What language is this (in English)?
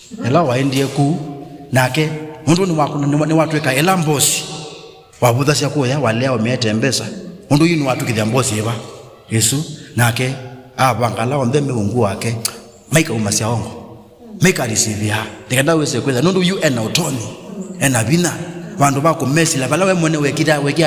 Kamba